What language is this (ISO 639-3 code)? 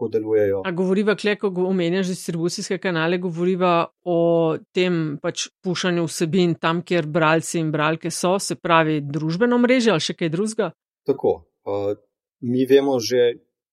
slv